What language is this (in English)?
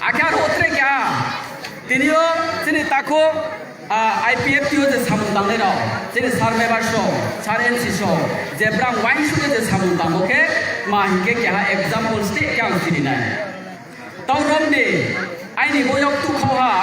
Riang (India)